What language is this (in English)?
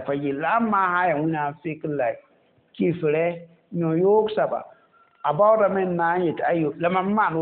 Mossi